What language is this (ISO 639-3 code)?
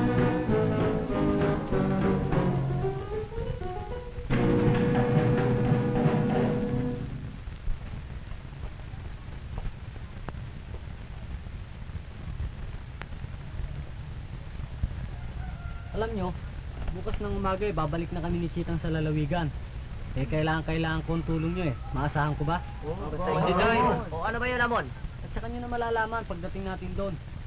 fil